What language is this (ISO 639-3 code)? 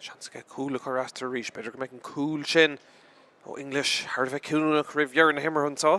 gle